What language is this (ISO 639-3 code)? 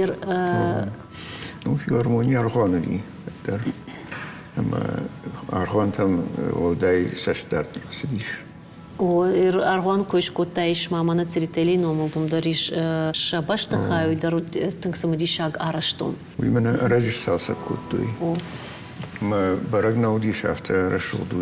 oss